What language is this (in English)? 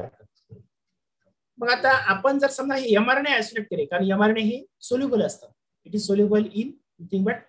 Marathi